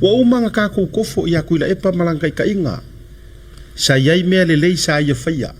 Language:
Samoan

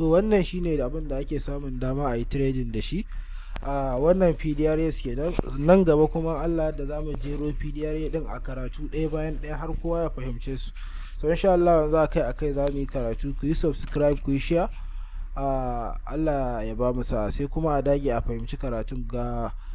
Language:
Hausa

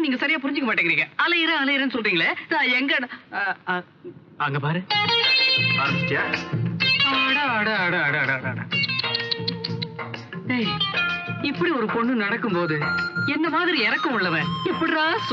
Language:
Tamil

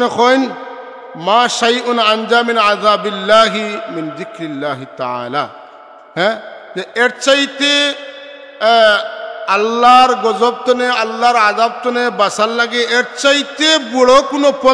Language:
Sylheti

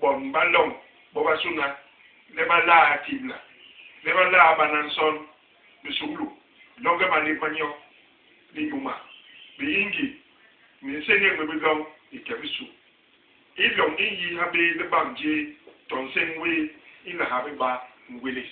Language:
Basaa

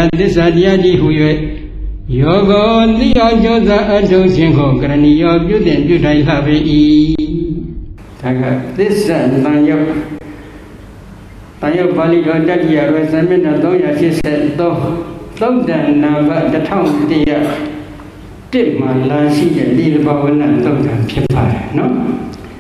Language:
Burmese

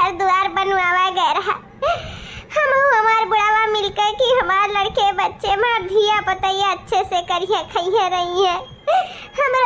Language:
Awadhi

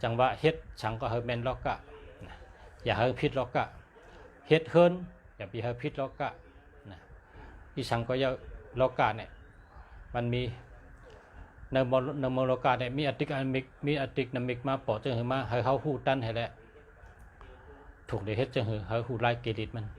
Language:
Shan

